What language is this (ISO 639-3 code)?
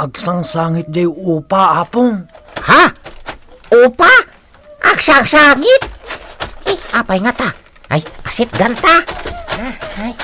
ilo